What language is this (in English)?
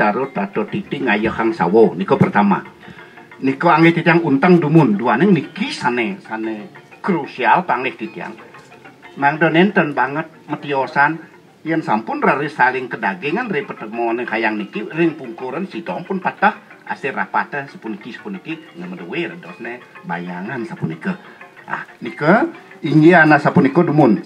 Balinese